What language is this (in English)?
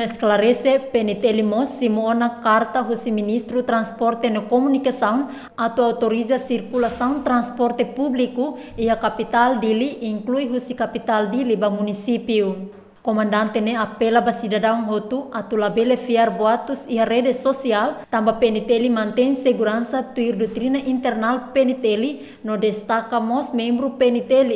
Tetum